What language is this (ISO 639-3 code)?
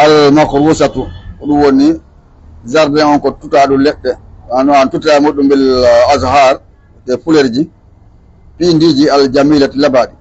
ful